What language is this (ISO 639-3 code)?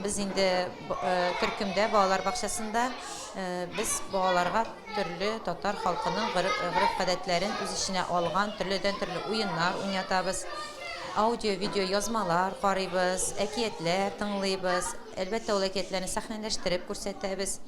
tat